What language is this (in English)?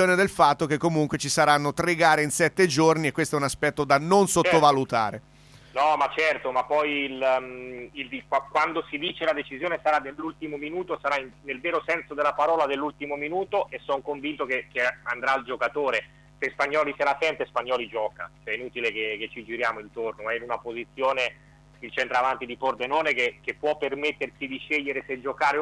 Italian